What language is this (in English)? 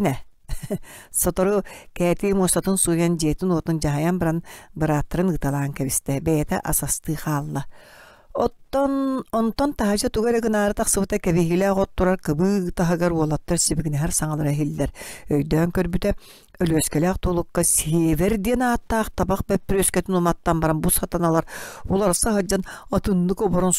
Yakut